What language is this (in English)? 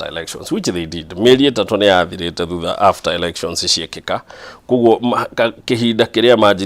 Kikuyu